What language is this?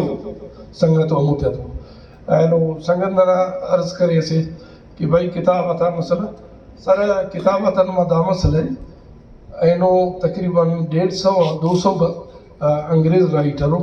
Brahui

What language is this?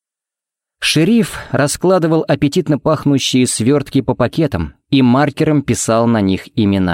Russian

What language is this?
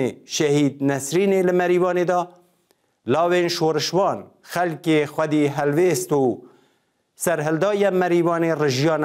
Persian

